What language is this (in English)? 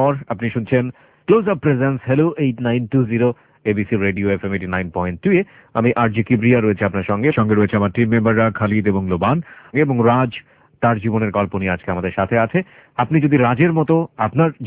Bangla